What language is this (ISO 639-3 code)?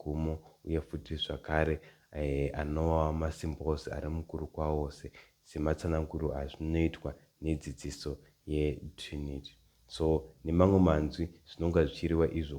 sna